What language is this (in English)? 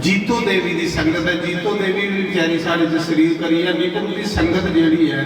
Dogri